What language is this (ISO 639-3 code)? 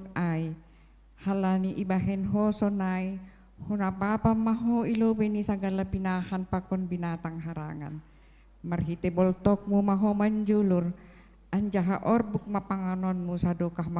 bts